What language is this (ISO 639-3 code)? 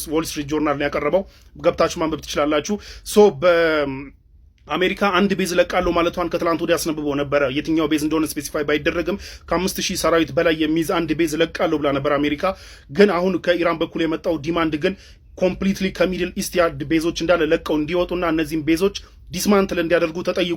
amh